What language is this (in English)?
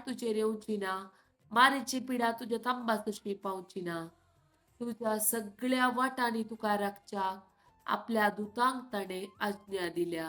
Konkani